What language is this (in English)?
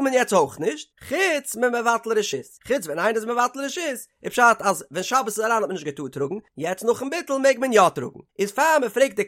Yiddish